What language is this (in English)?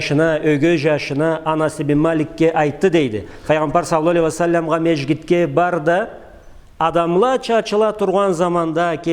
Karachay-Balkar